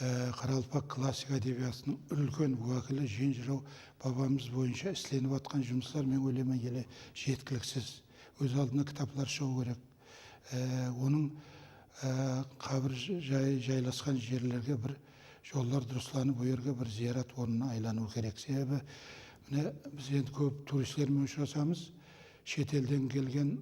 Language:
Kara-Kalpak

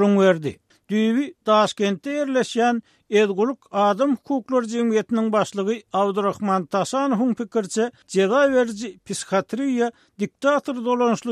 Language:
Turkmen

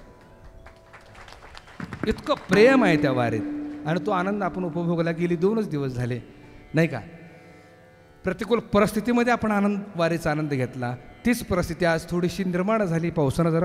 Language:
Marathi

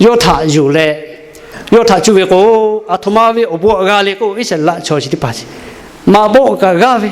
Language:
Lahu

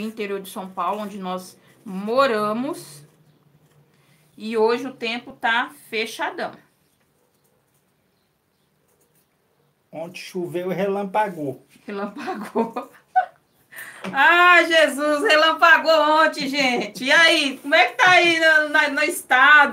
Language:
Portuguese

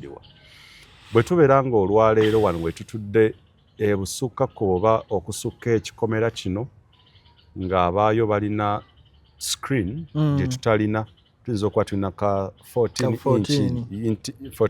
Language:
Ganda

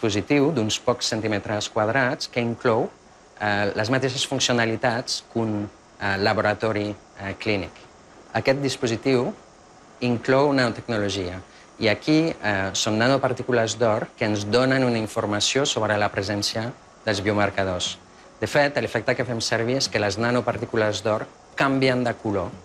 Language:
Catalan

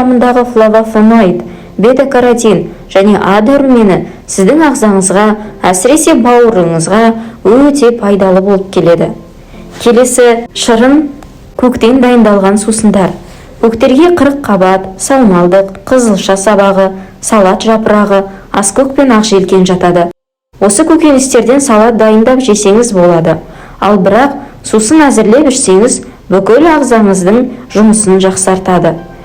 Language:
Kazakh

